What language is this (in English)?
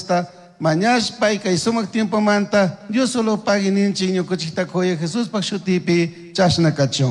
Chimborazo Highland Quichua